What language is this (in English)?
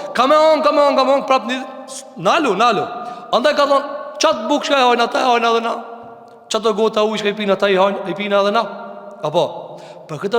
Albanian